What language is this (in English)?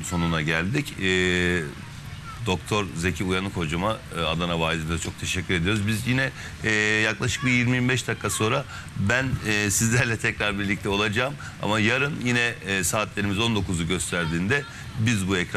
Turkish